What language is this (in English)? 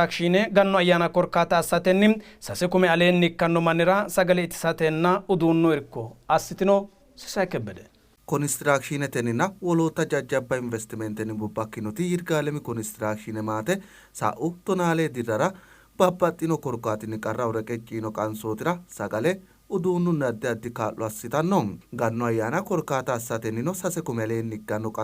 Sidamo